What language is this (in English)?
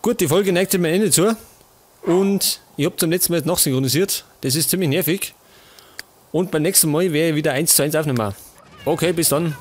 Bavarian